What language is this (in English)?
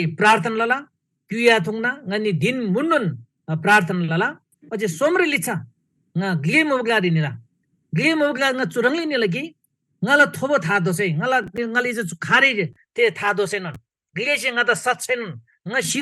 Eastern Tamang